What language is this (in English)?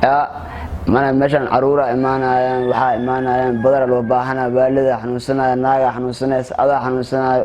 Somali